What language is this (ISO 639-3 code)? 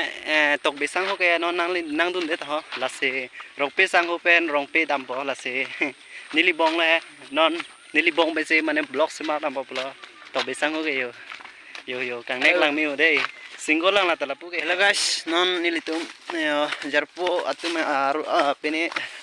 mjw